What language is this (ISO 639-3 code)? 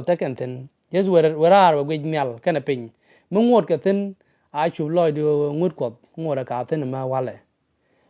nus